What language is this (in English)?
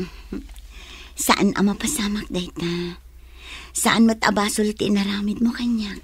Iloko